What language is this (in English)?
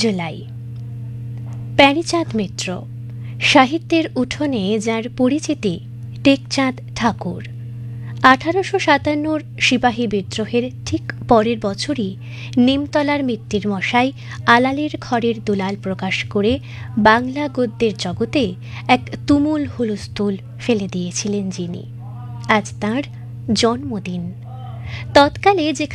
Bangla